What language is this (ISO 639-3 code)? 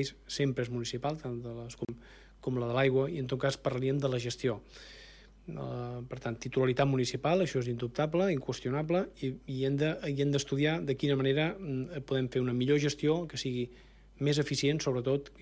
cat